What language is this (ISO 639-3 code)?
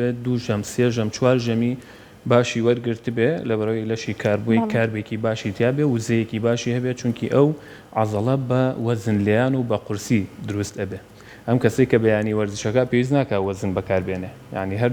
ckb